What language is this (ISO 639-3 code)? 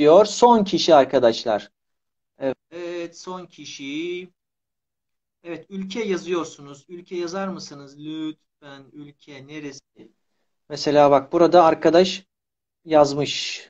tur